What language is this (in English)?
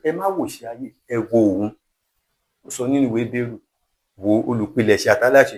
Yoruba